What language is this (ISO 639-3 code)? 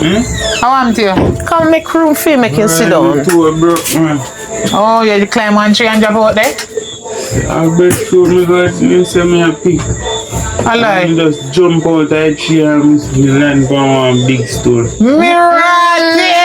jam